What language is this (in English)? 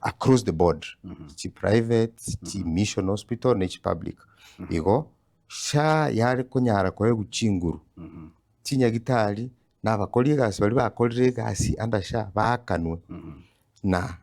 Gusii